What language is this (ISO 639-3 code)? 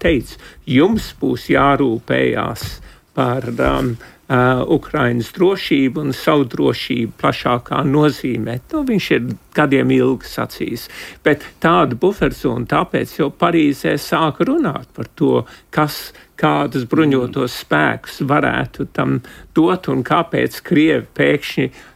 lav